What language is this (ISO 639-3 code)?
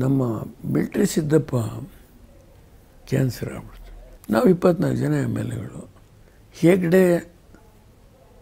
kan